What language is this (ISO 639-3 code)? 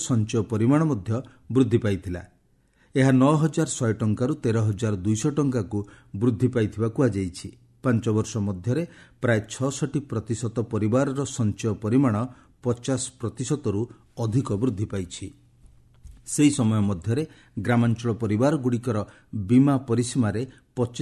ori